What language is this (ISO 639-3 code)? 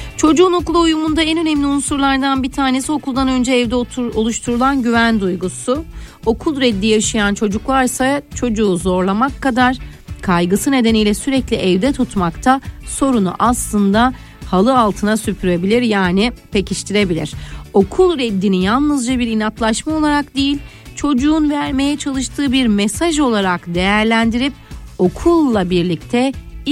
tur